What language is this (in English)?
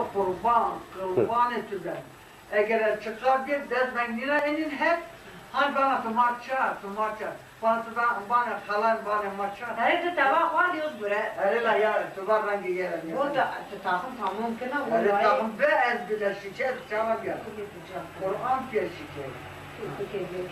Zaza